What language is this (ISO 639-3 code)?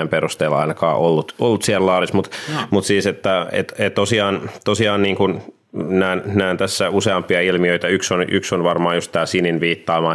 fin